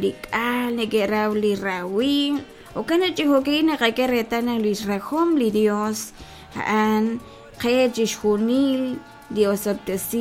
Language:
Kekchí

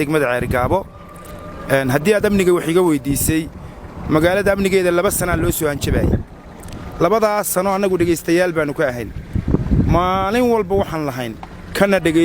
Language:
Somali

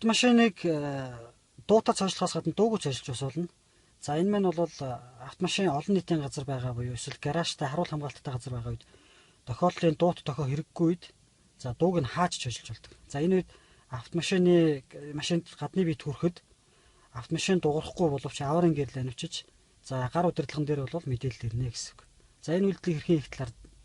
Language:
Mongolian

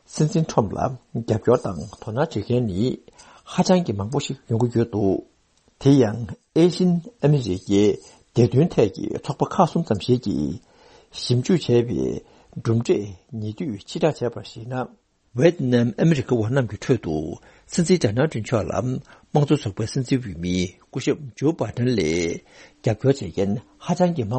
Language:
Tibetan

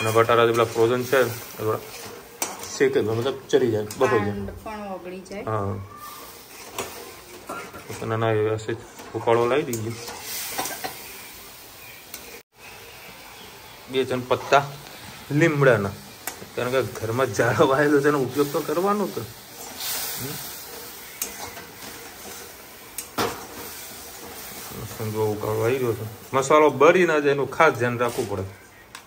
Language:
Gujarati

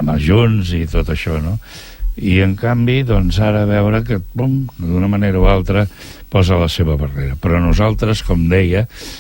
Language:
Catalan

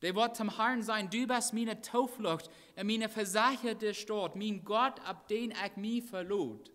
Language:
Plautdietsch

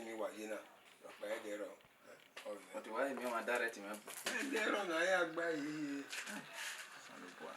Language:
Bini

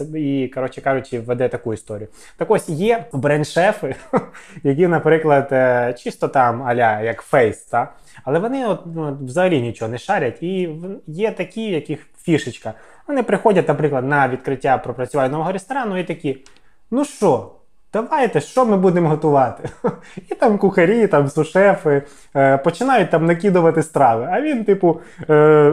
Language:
Ukrainian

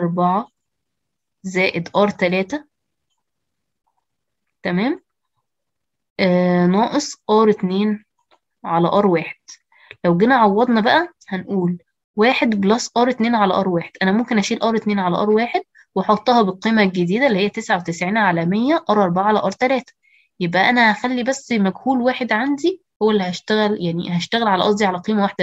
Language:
Egyptian Arabic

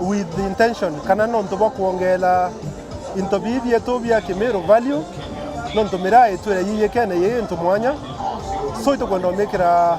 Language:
Meru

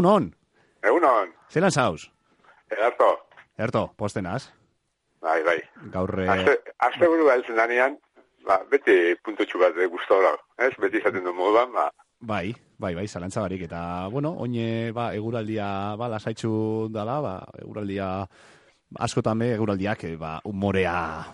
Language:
Basque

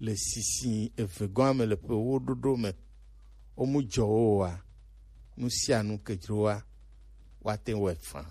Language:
Gen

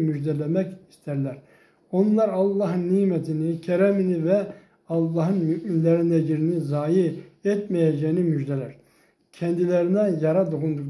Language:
Turkish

